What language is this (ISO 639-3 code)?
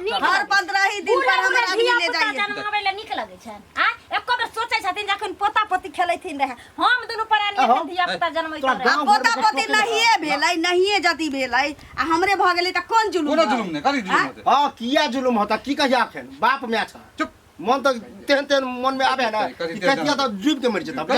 mai